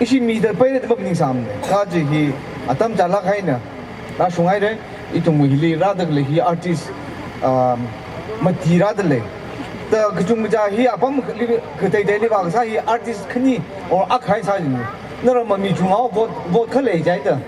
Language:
Tangkhul Naga (India)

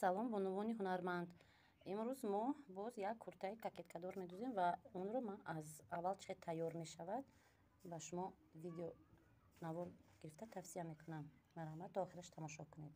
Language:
Tajik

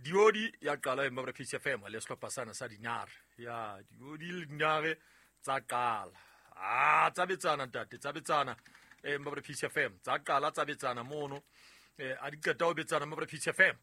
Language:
Southern Sotho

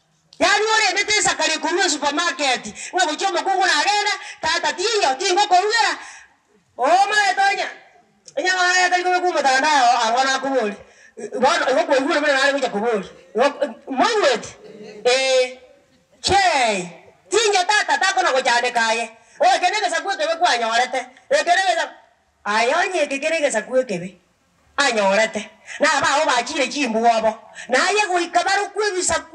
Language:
Gusii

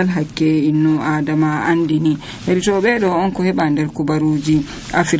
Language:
Nigerian Fulfulde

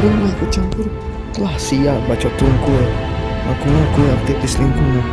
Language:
Sundanese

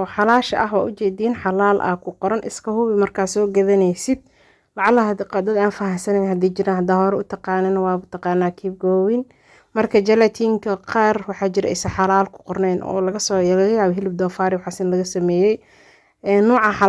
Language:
Somali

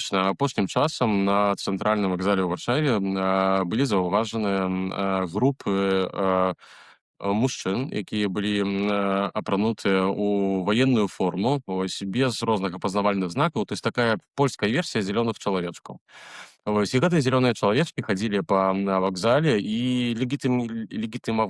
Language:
Belarusian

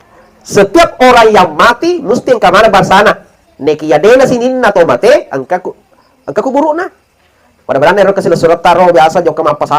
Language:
Buginese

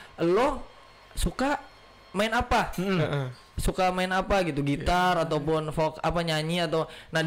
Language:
Indonesian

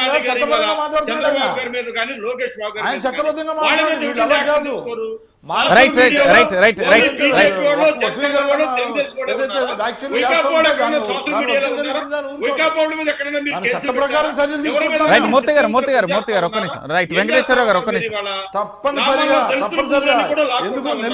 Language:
Telugu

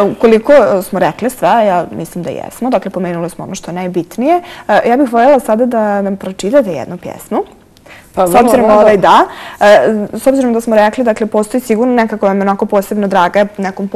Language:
Bosnian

